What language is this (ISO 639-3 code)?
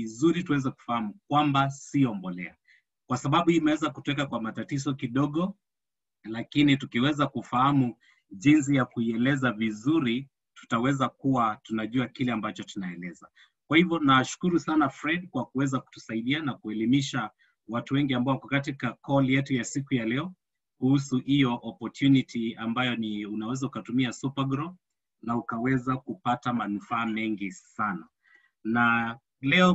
swa